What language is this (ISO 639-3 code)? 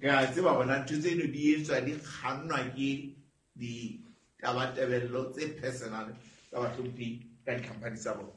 sot